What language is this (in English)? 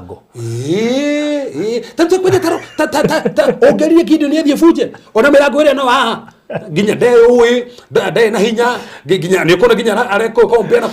Kikuyu